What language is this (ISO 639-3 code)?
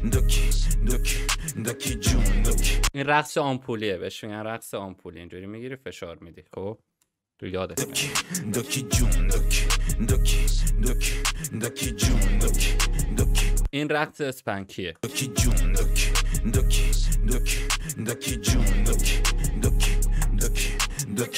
fas